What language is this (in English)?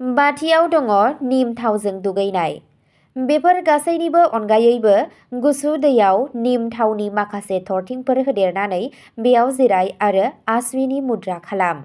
Bodo